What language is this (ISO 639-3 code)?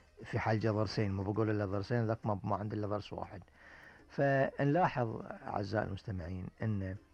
afb